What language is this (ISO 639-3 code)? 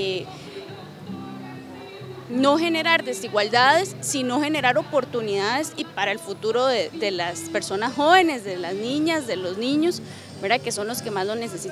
spa